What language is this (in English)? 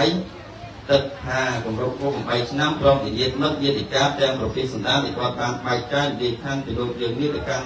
Khmer